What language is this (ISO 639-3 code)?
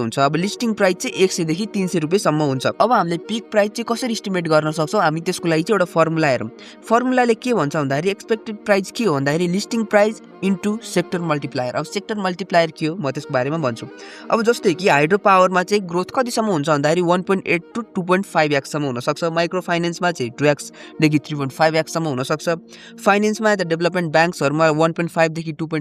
nep